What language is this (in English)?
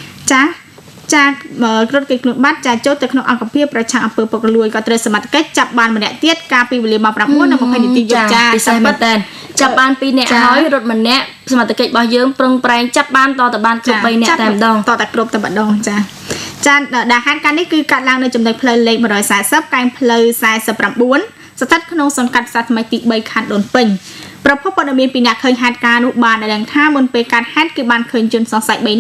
Khmer